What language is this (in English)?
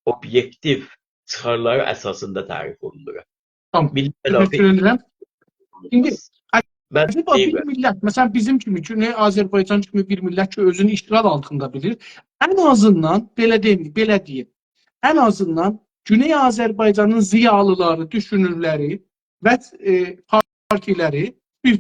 South Azerbaijani